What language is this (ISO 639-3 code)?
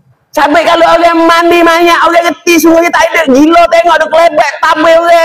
msa